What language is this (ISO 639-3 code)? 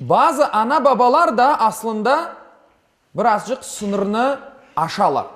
crh